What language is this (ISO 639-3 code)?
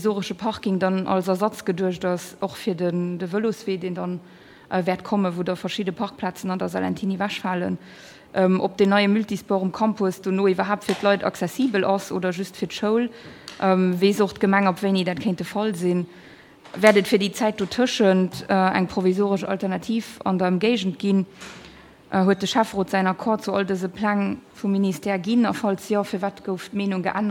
ltz